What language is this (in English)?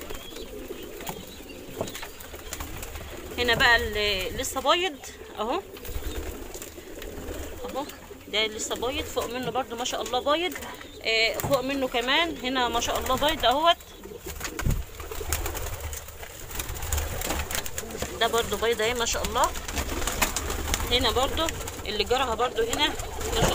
Egyptian Arabic